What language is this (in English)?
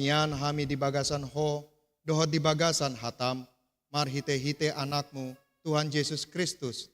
Batak Toba